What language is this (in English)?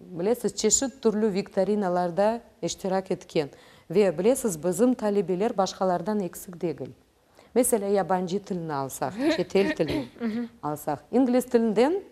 Crimean Tatar